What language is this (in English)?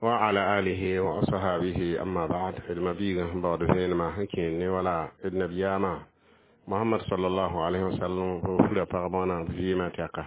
Mossi